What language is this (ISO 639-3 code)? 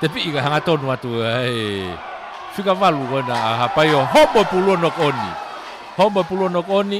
ton